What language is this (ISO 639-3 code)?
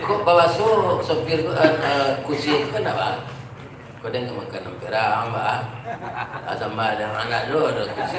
min